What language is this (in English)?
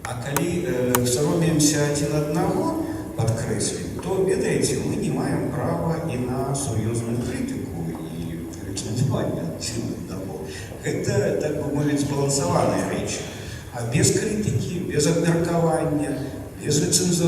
Belarusian